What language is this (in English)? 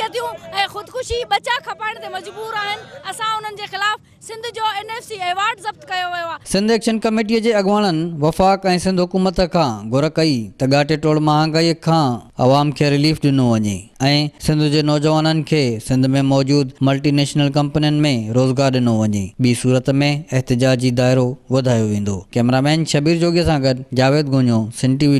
Sindhi